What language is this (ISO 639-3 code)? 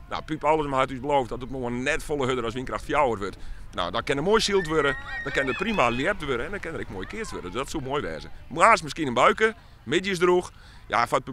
fry